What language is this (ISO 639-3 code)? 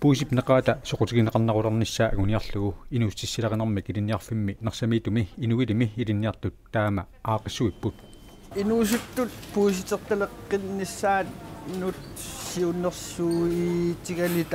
kal